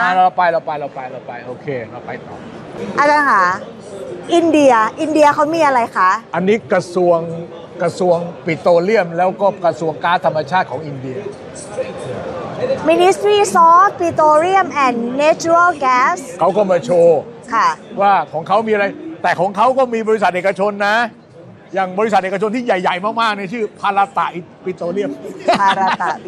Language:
Thai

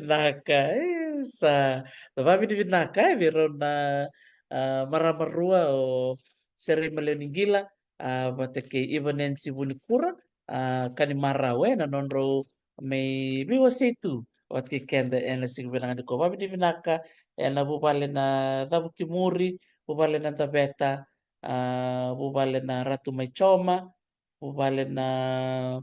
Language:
Fijian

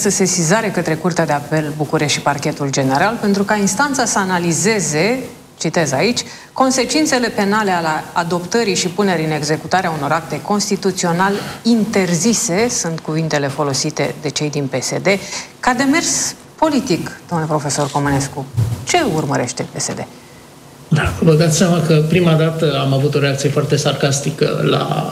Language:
Romanian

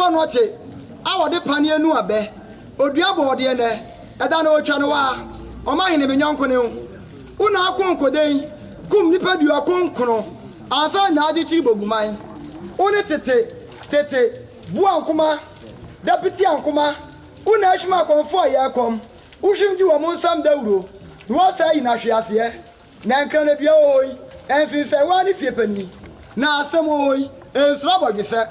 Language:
Akan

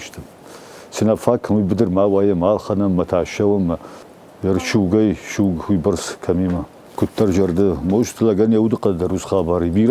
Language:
Ossetic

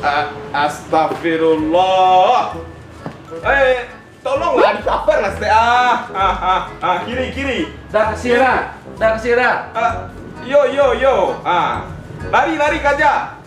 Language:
Minangkabau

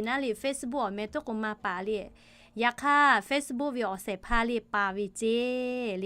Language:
Lahu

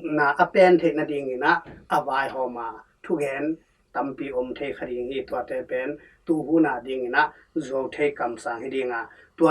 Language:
Tedim Chin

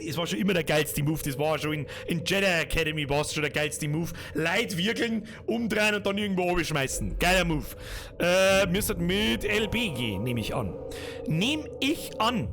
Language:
Bavarian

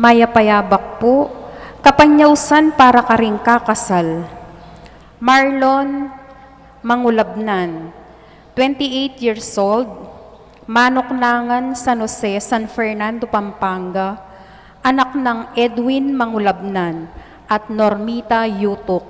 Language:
Pampanga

